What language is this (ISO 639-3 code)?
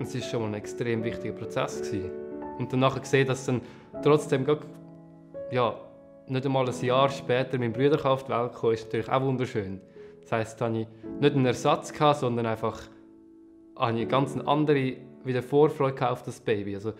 gsw